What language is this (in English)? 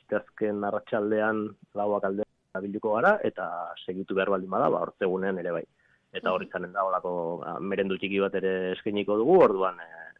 Basque